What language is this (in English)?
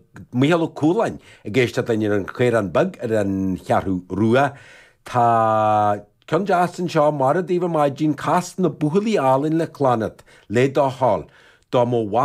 Irish